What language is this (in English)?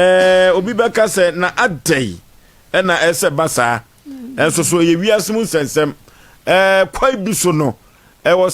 Akan